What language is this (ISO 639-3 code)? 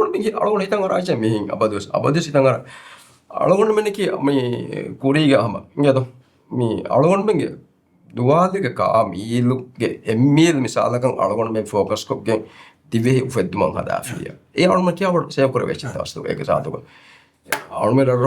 div